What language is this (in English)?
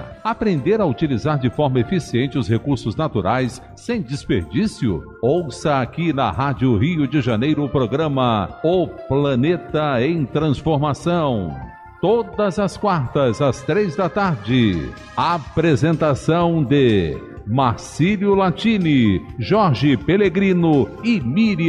Portuguese